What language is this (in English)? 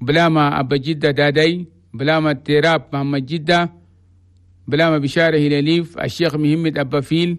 Chadian Arabic